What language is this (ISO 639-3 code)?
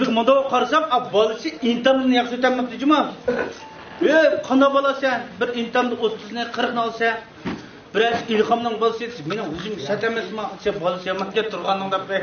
uig